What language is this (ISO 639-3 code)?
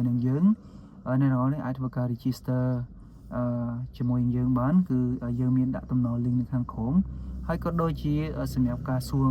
khm